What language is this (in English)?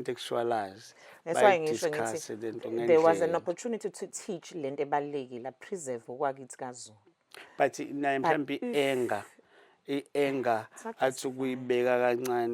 Zulu